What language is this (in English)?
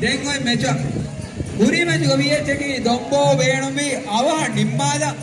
Divehi